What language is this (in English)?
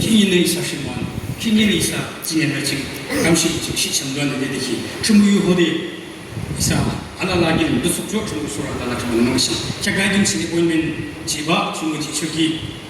Yimchungru Naga